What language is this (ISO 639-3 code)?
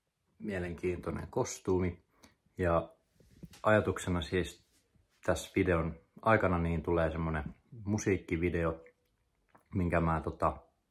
fin